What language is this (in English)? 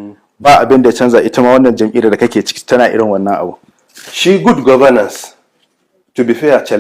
Hausa